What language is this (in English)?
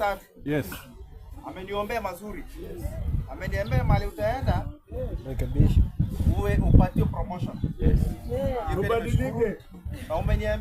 Swahili